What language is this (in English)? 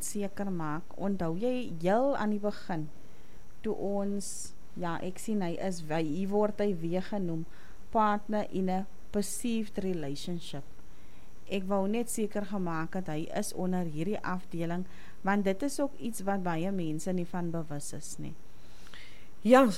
Afrikaans